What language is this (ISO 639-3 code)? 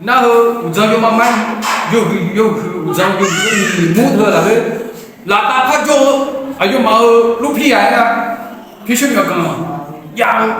ahk